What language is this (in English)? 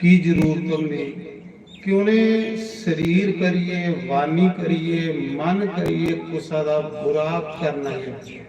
Dogri